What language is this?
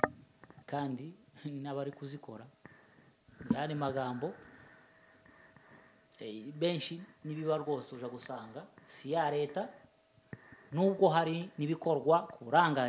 Kinyarwanda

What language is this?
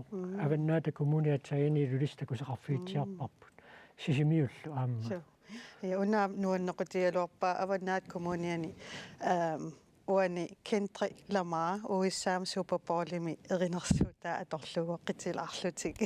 Kalaallisut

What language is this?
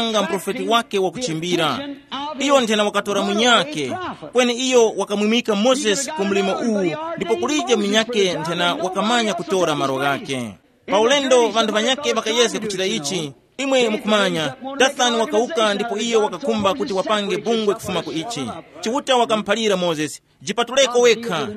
Tumbuka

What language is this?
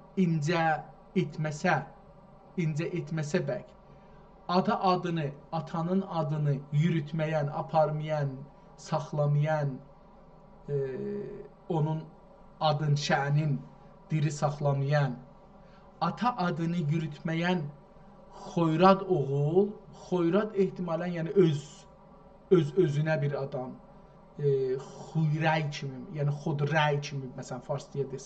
South Azerbaijani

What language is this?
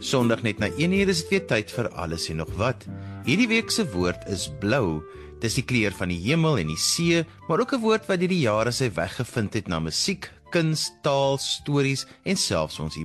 Afrikaans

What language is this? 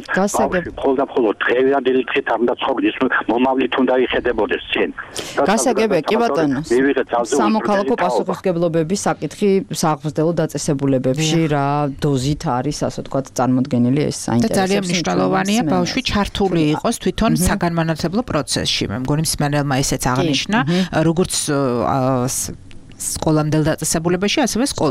Georgian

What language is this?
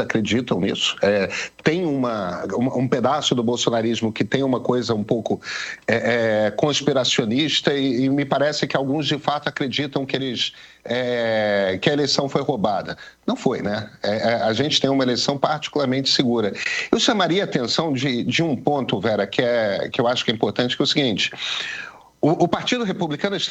Portuguese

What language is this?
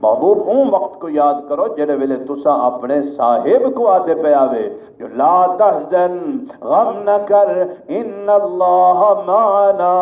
Saraiki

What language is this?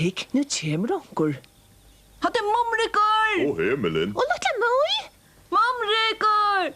Faroese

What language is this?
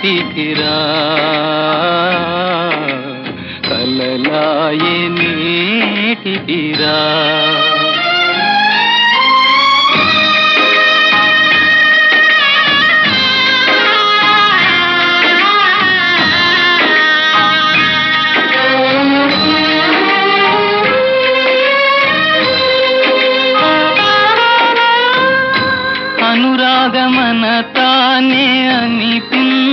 Telugu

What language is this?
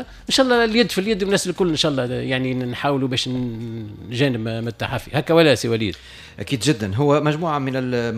Tunisian Arabic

